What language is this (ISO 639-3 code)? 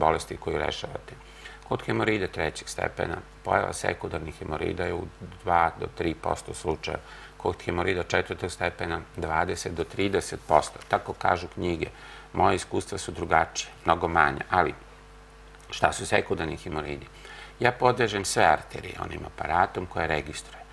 srp